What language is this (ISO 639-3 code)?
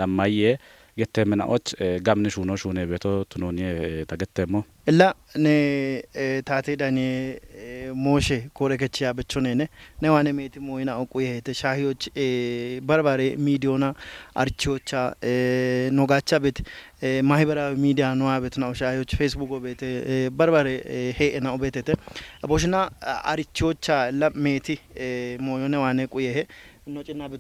kbr